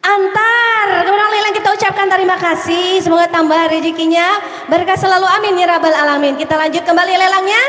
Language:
Banjar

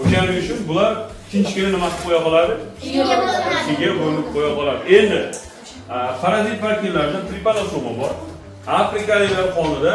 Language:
Uzbek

